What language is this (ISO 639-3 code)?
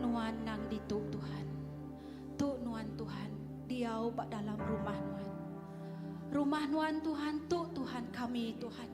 iba